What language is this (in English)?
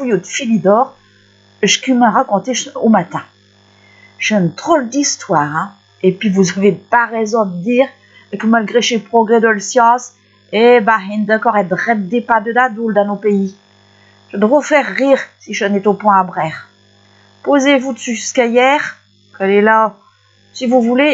Picard